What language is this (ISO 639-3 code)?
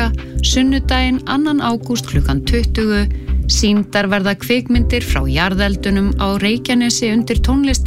isl